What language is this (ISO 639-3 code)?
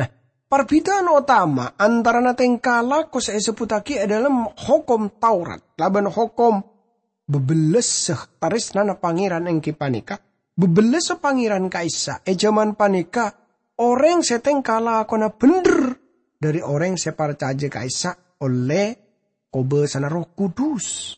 mad